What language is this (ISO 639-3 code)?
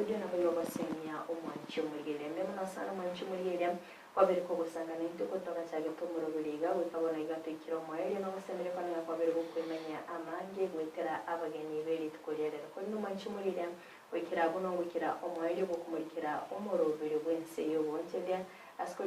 guz